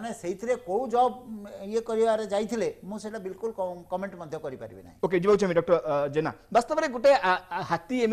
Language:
Odia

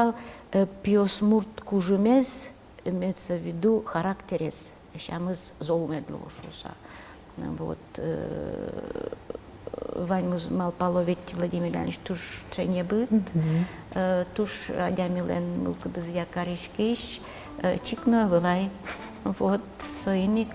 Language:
Udmurt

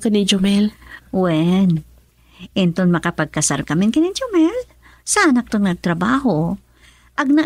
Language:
Iloko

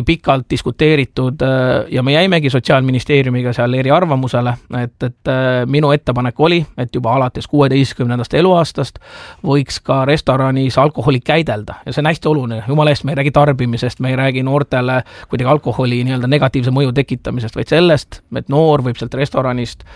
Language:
Estonian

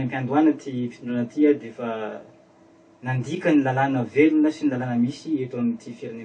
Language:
Malagasy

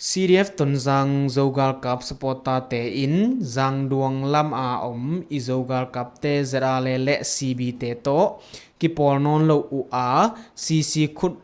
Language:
Tedim Chin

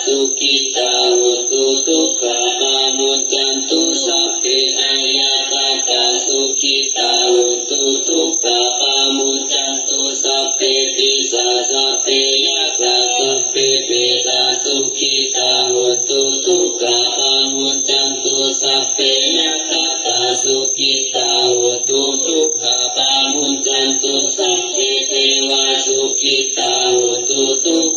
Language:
Pali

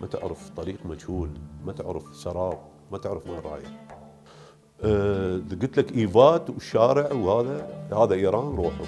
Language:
Mesopotamian Arabic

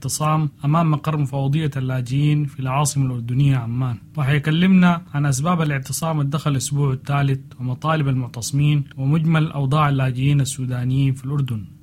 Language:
Sudanese Arabic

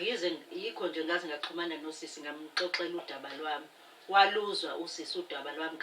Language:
Zulu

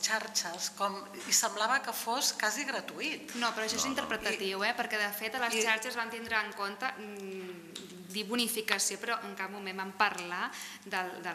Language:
Catalan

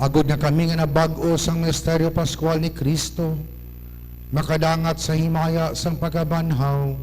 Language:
Hiligaynon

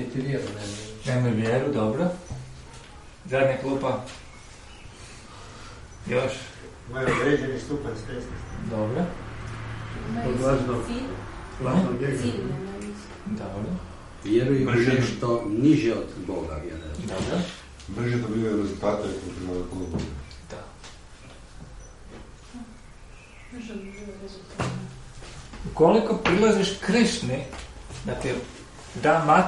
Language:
Croatian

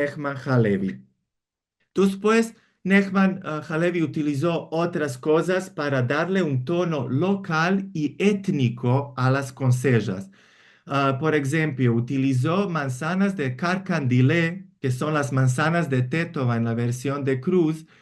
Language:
Ladino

